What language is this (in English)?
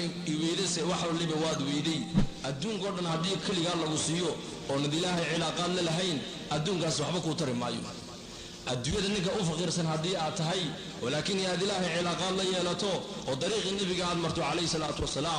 Somali